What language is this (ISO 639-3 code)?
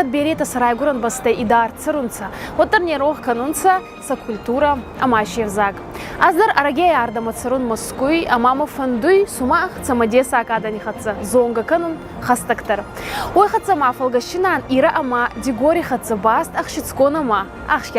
oss